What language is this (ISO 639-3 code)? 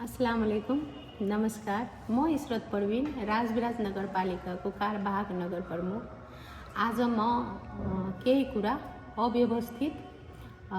nep